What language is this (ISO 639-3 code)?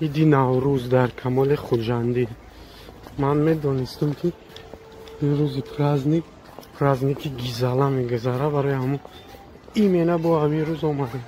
tgk